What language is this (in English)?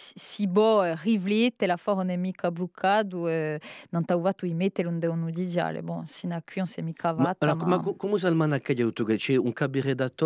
Corsican